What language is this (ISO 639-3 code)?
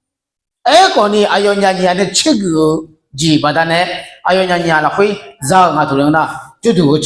ahk